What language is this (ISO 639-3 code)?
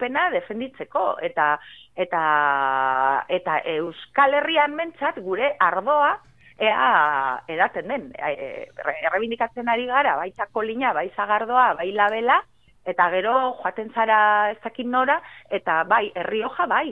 eus